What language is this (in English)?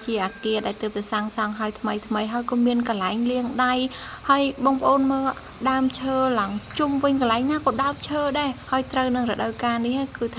Khmer